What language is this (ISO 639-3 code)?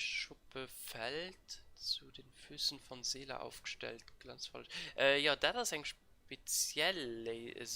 ltz